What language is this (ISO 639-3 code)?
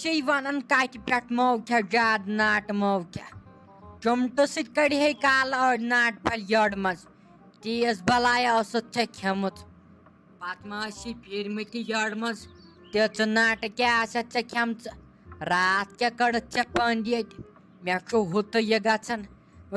kas